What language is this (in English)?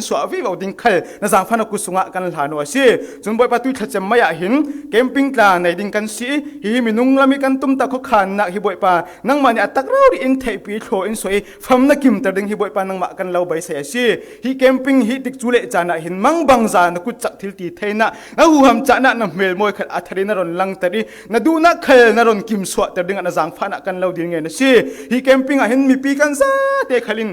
Falam Chin